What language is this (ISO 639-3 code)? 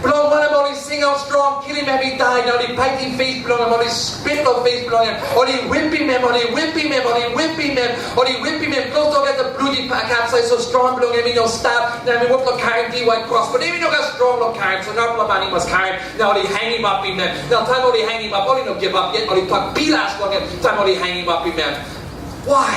tpi